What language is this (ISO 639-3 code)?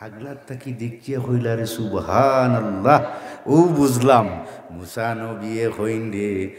syl